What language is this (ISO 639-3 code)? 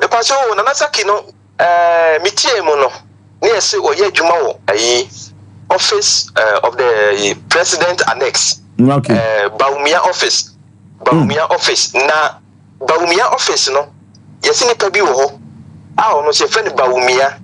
aka